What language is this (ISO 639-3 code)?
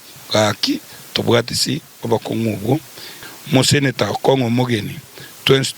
guz